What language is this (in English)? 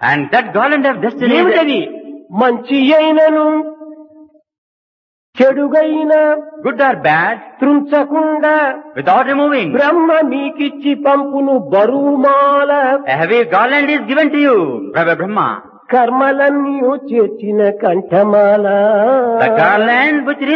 Telugu